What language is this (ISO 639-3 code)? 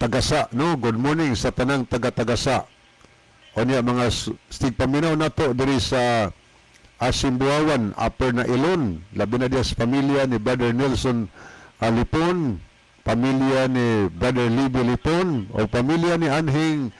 ceb